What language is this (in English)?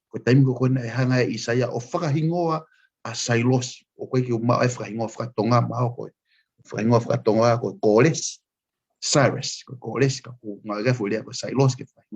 Tongan